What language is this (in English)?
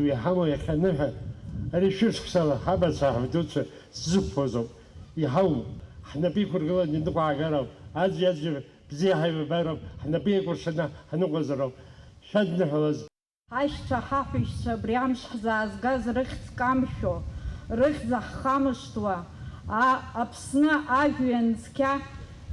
Abkhazian